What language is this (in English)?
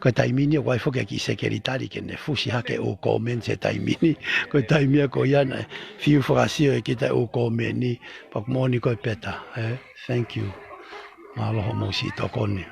Tongan